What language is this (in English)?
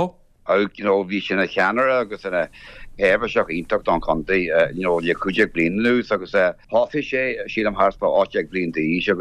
Irish